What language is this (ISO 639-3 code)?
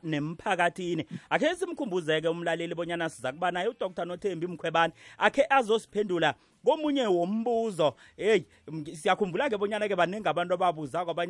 nbl